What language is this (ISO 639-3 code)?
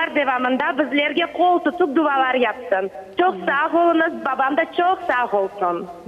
crh